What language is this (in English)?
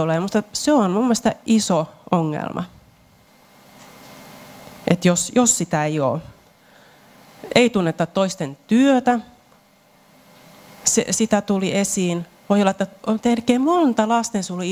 Finnish